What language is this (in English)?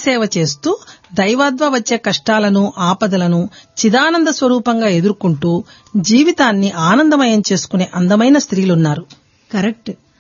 Telugu